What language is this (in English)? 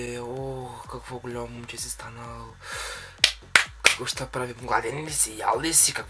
Bulgarian